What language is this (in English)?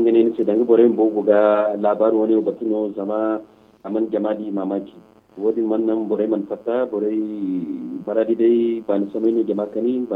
Zarma